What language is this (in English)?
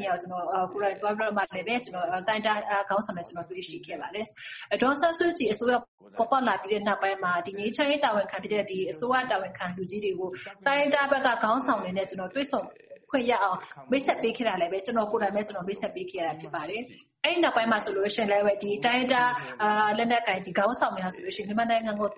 Burmese